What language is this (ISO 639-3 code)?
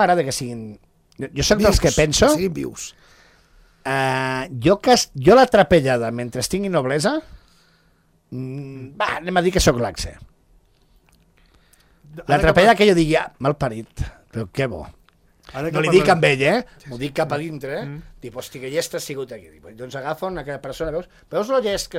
cat